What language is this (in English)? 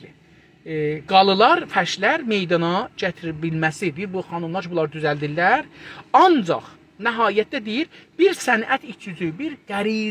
South Azerbaijani